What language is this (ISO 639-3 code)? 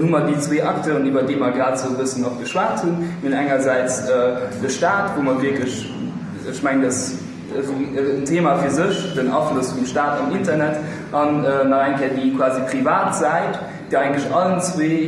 ltz